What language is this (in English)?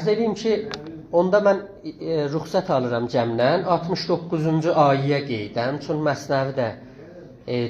South Azerbaijani